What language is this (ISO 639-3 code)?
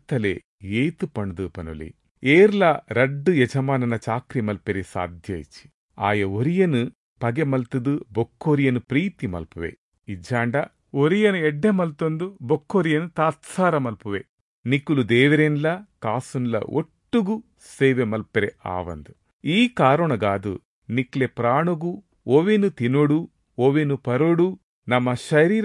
tcy